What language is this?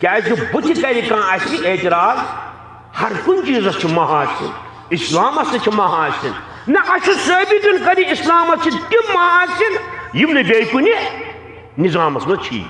Kashmiri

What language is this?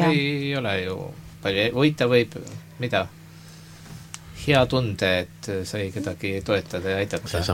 Estonian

